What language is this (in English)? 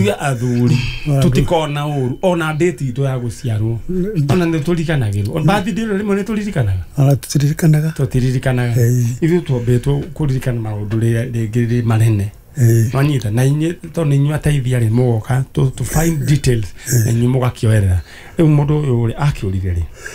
Kikuyu